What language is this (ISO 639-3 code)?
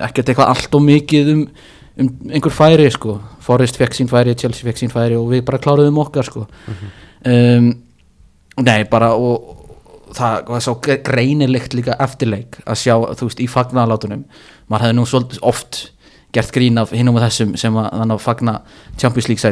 isl